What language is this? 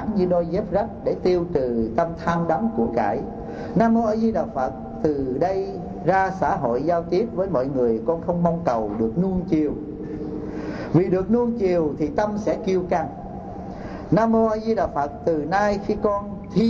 Vietnamese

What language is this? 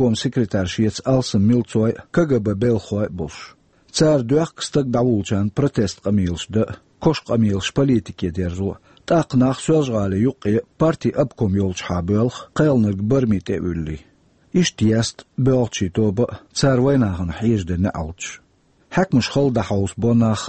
Chechen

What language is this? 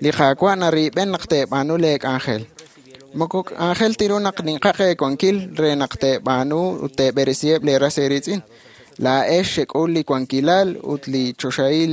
Kekchí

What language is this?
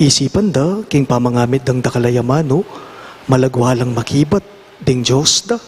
Pampanga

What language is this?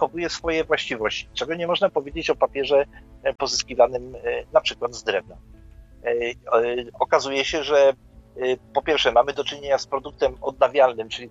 Polish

